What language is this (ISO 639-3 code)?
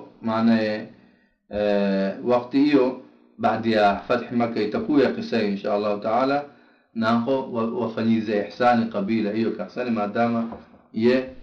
swa